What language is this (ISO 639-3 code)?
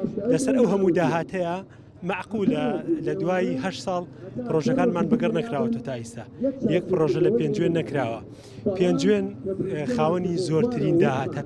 ckb